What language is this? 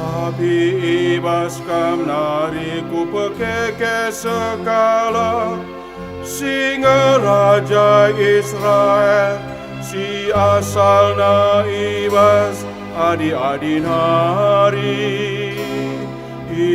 Batak Karo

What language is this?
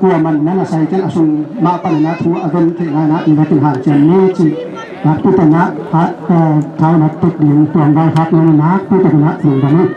Tedim Chin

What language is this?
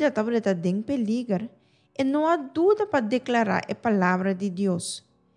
Papiamento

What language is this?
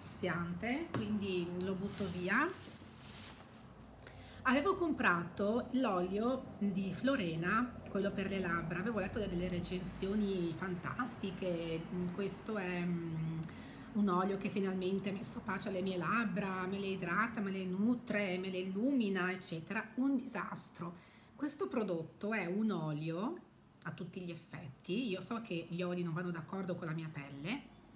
Italian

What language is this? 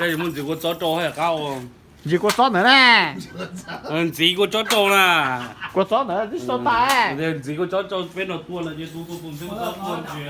Hmong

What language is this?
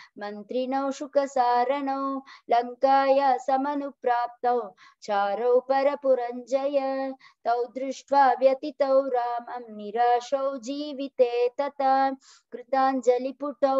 Sanskrit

